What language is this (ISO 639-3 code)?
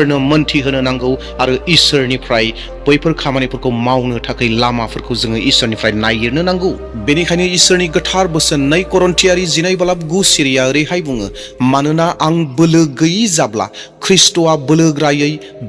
brx